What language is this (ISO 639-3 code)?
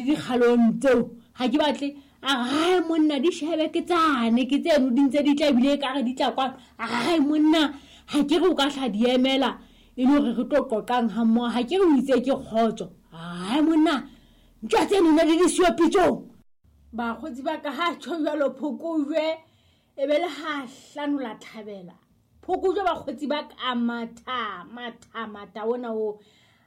sot